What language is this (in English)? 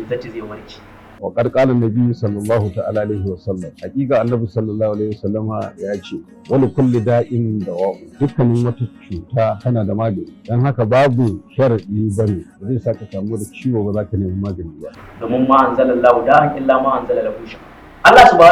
Hausa